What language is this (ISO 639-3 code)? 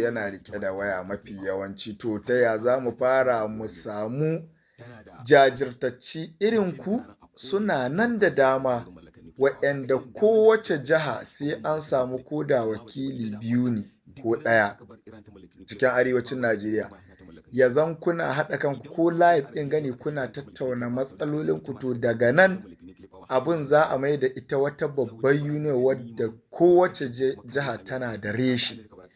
hau